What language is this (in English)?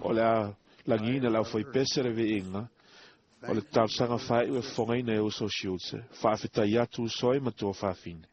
Samoan